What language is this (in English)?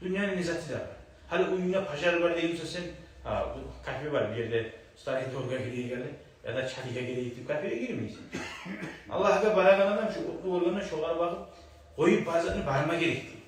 Kumyk